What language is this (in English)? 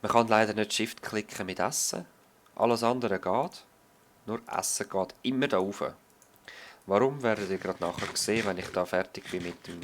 Swiss German